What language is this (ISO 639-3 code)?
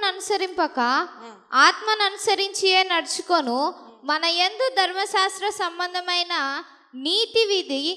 tel